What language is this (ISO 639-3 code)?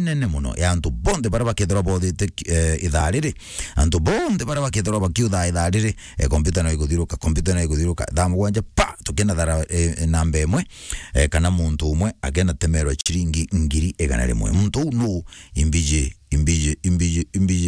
mer